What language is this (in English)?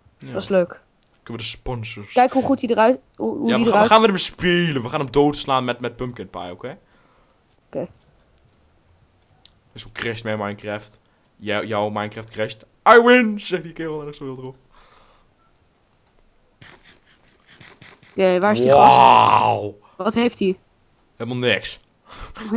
Dutch